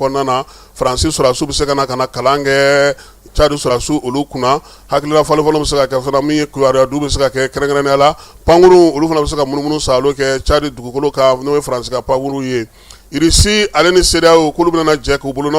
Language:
Bambara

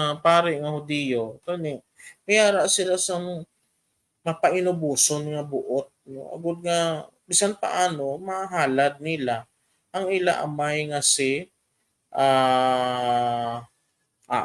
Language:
Hiligaynon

